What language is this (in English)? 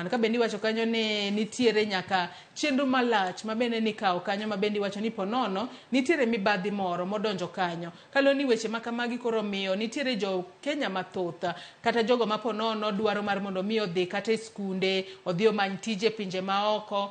Luo (Kenya and Tanzania)